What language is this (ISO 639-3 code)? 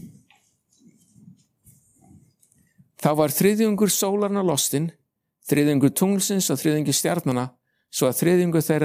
isl